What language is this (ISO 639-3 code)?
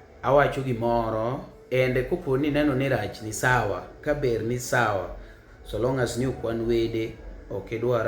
luo